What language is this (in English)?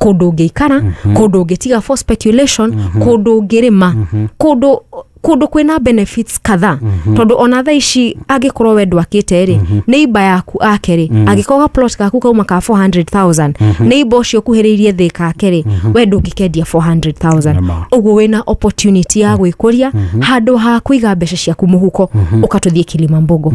Kikuyu